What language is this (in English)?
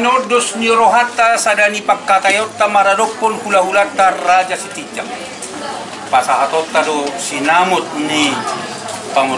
Batak Toba